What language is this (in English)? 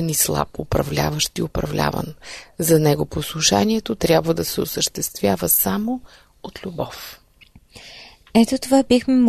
Bulgarian